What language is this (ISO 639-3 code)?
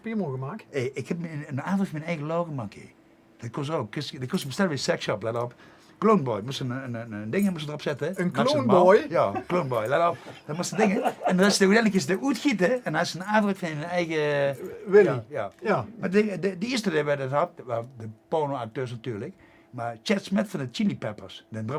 lim